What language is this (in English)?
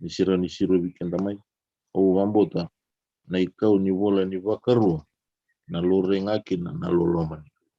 Fijian